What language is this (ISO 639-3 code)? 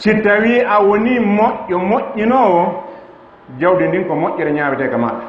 ful